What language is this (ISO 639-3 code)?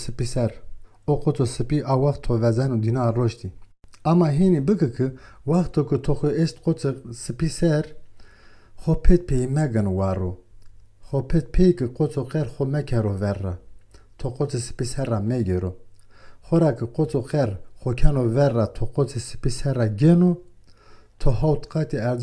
zza